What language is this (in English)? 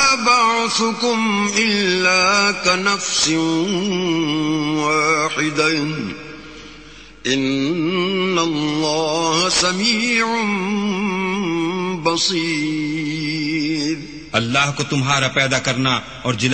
Urdu